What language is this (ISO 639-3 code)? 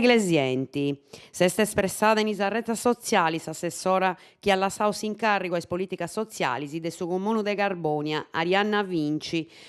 srd